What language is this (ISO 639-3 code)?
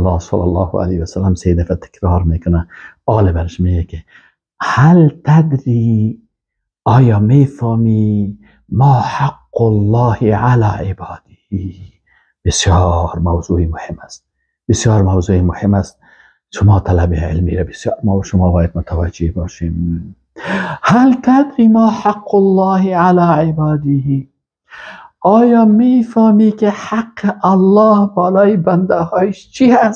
fas